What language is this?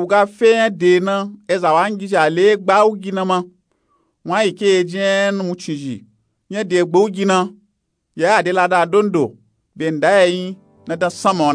Nupe-Nupe-Tako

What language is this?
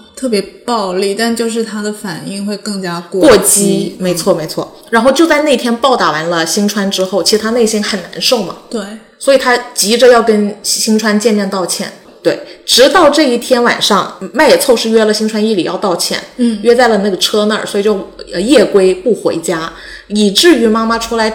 Chinese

